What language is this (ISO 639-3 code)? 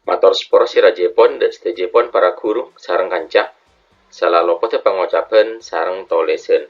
mad